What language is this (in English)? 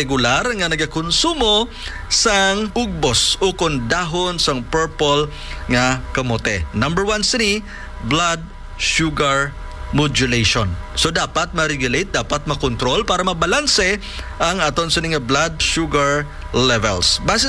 Hiligaynon